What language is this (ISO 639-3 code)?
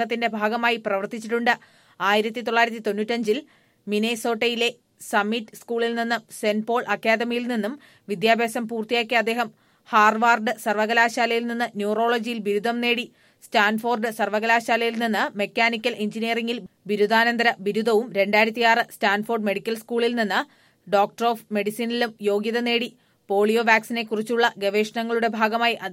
mal